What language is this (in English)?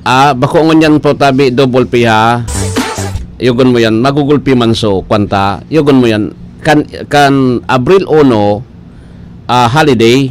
Bikol